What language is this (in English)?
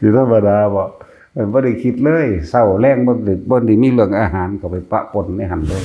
Northeastern Thai